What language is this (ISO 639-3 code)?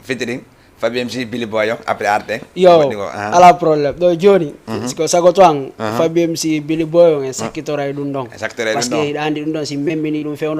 ful